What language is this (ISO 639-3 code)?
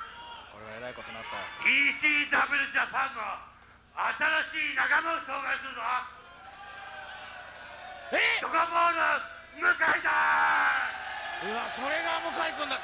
jpn